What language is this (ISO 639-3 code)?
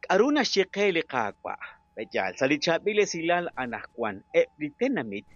kek